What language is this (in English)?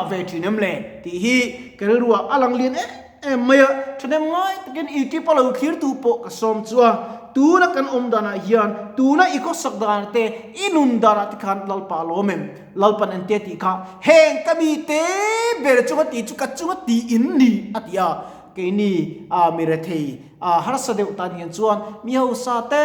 Mizo